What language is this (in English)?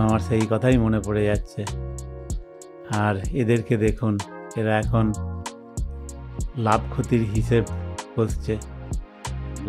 Bangla